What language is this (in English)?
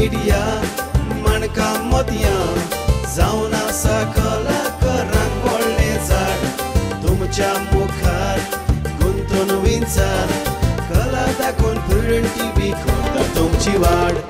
Konkani